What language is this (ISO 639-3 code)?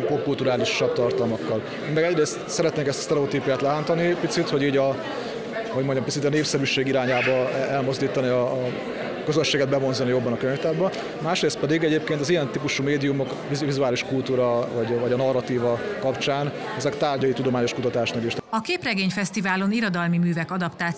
hun